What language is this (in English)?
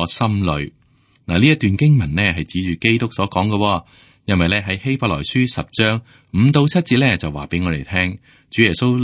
Cantonese